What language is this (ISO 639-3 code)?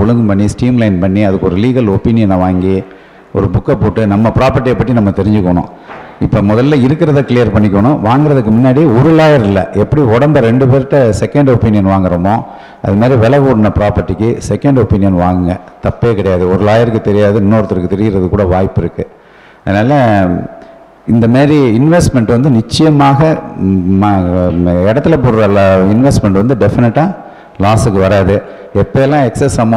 tam